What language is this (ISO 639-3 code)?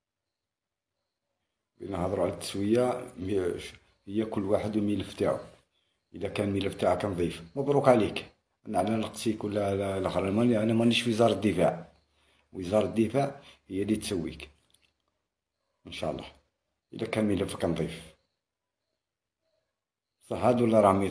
arq